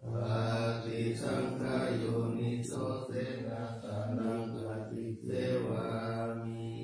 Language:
Pali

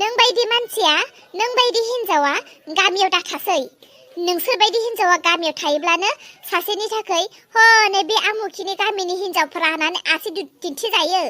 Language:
Bodo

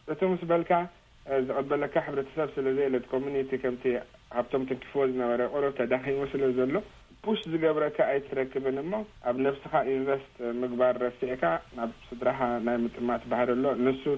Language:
Tigrinya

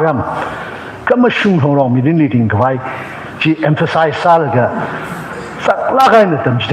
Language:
Tangkhul Naga (India)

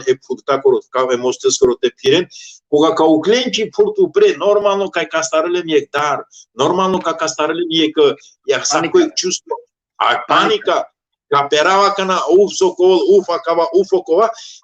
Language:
Balkan Romani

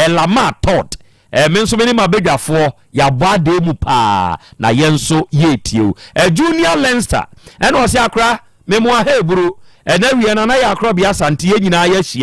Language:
Akan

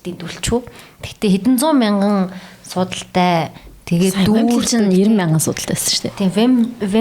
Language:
Mongolian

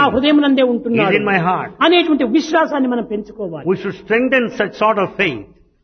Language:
Telugu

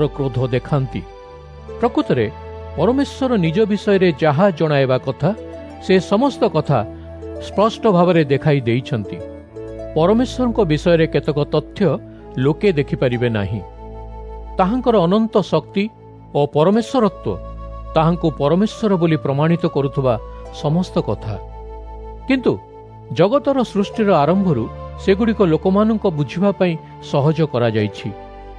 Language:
Odia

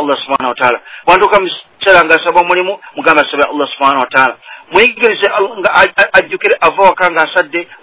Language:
Ganda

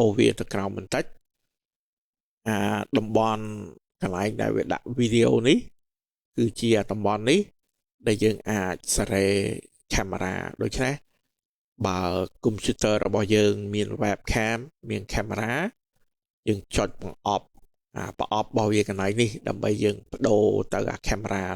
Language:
Khmer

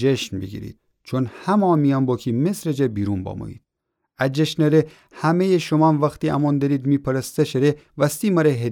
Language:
Gilaki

